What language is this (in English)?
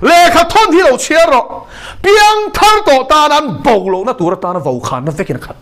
Mizo